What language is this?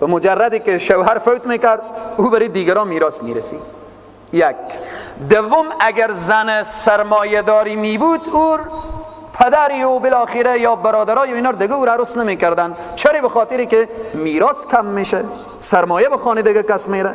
Persian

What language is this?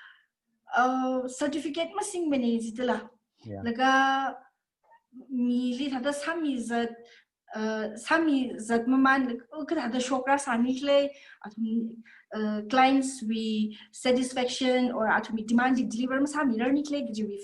Tangkhul Naga (India)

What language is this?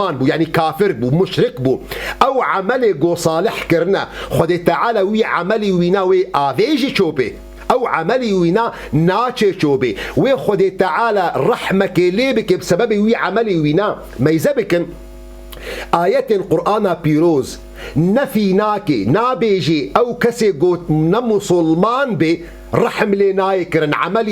Kurdish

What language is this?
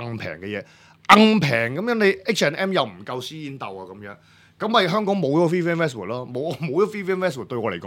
Cantonese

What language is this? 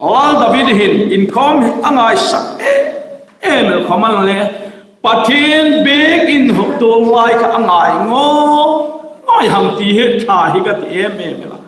Hmar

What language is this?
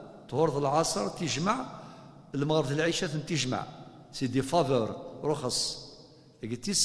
Kabyle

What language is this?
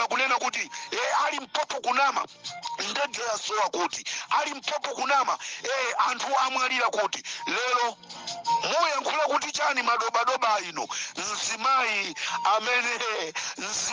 Nyanja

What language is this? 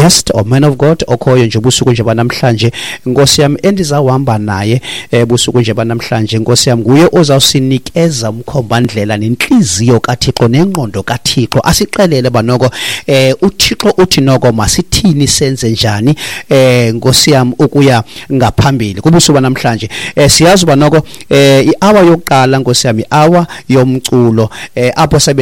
Xhosa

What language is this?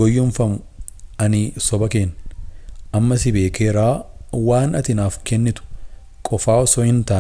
Oromo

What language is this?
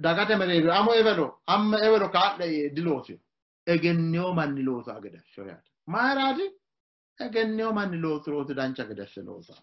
Sidamo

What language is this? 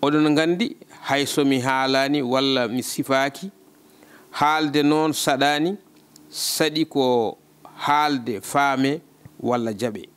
Fula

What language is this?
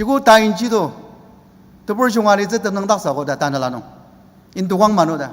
Ao Naga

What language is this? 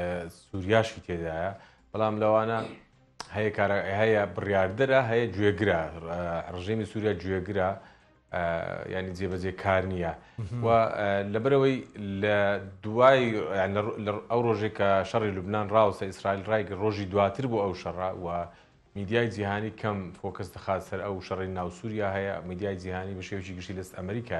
Central Kurdish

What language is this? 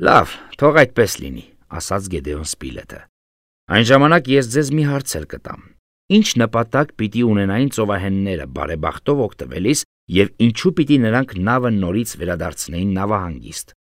Armenian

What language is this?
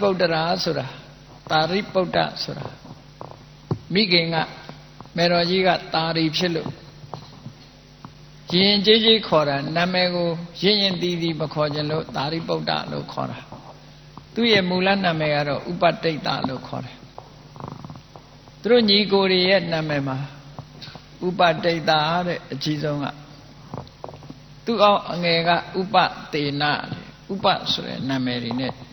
Burmese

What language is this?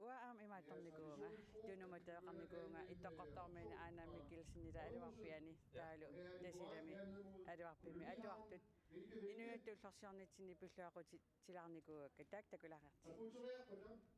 Kalaallisut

